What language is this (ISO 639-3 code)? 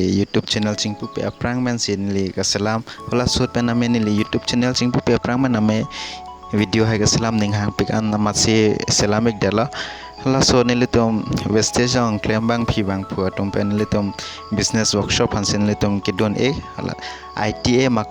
mjw